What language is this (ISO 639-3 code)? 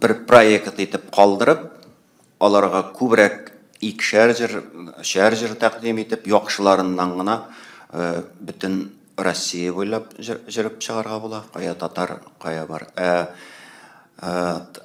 tat